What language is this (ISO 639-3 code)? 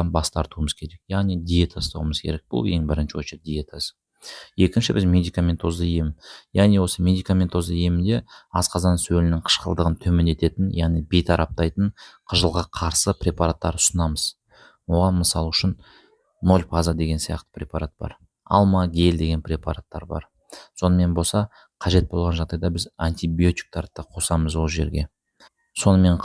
kaz